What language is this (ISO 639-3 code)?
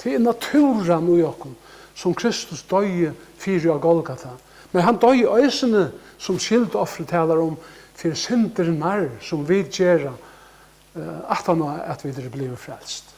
fao